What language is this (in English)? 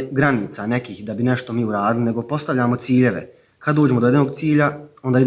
Bosnian